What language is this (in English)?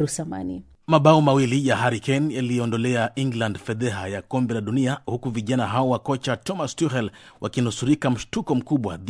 Swahili